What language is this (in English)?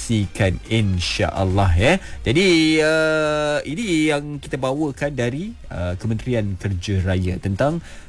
Malay